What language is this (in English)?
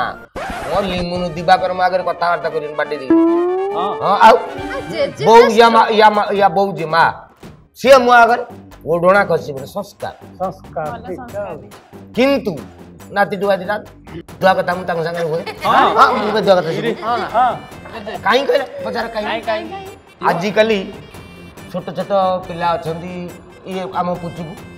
Odia